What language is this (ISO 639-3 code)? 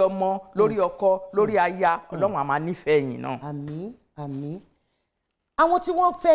yor